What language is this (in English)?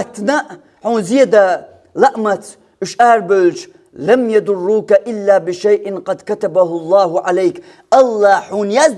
Chechen